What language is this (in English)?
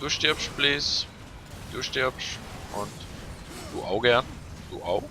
Swiss German